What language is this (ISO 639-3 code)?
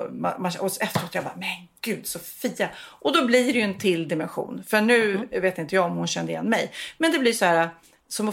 swe